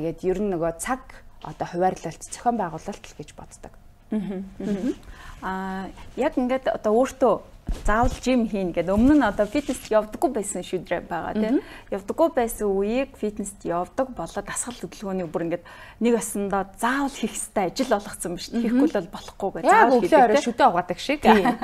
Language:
Mongolian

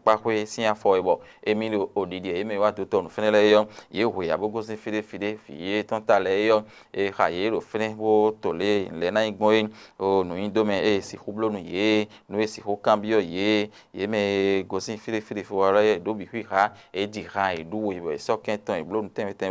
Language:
Fon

